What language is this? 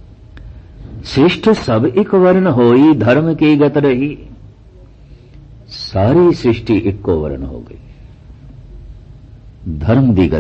Punjabi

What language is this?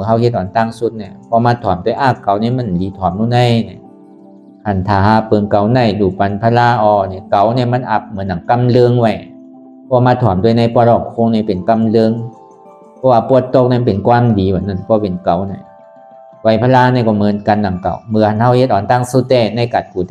Shan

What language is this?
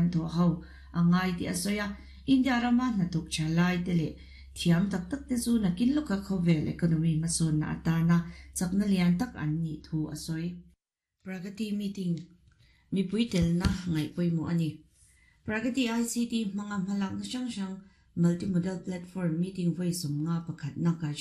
Mizo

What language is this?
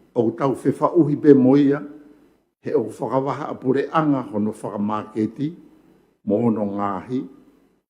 Tongan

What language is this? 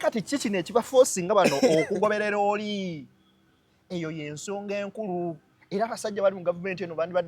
Ganda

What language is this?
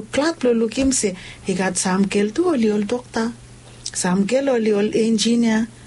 Bislama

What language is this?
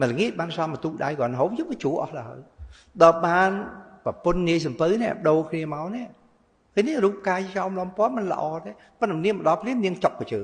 Khmer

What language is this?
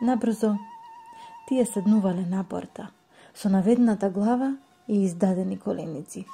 Macedonian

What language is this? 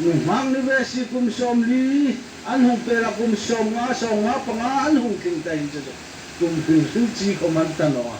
Hmar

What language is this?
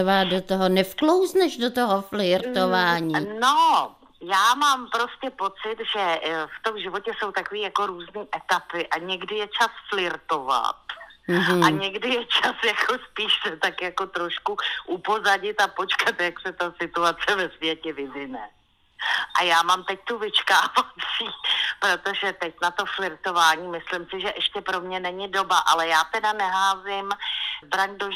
Czech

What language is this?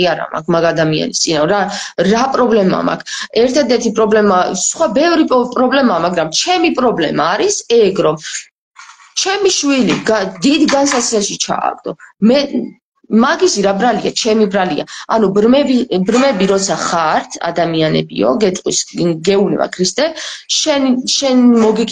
Georgian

